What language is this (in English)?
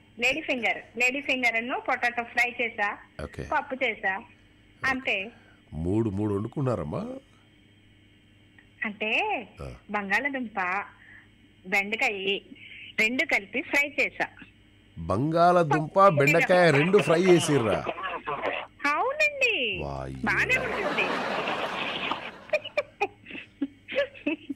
Telugu